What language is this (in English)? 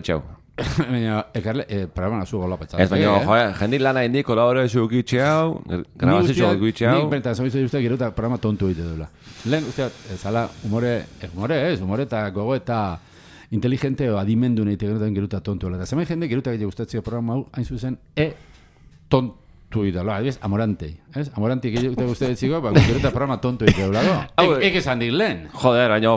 Basque